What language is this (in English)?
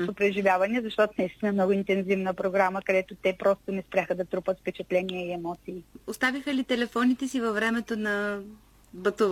Bulgarian